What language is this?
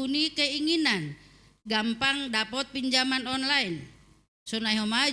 Batak Simalungun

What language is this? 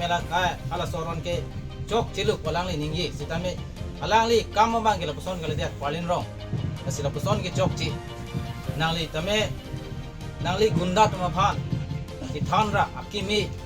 Karbi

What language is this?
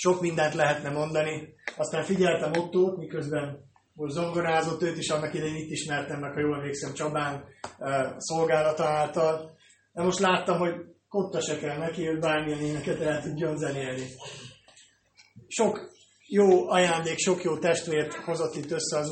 Hungarian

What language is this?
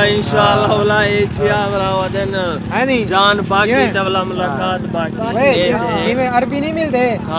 Saraiki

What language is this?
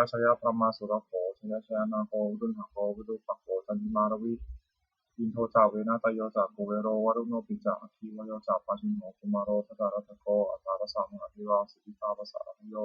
Pali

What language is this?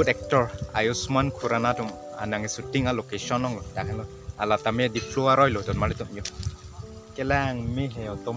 Karbi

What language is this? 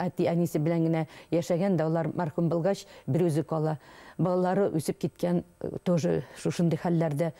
Bashkir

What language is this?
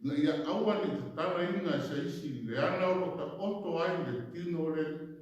Samoan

